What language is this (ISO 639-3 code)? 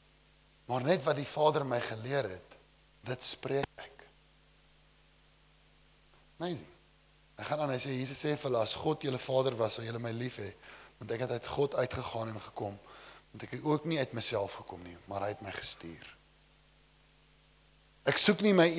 afr